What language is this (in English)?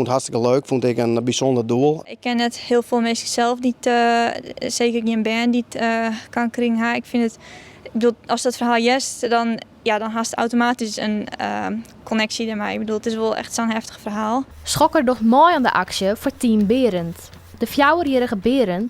Western Frisian